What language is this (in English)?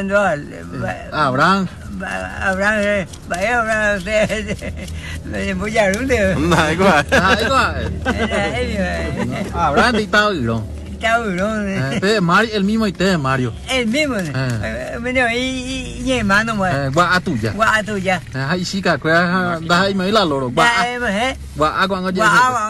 Guarani